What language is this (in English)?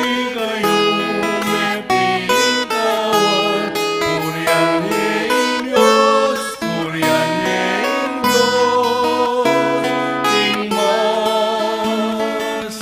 Pampanga